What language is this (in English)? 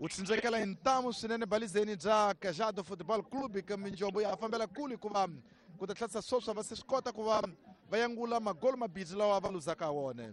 Tsonga